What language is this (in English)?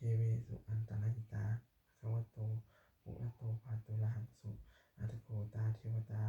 Pali